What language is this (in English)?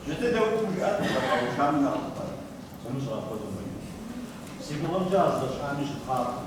Kabardian